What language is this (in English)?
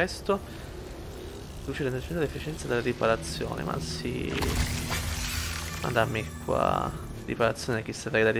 Italian